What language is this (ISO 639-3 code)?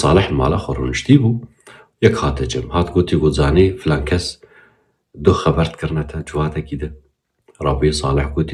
kur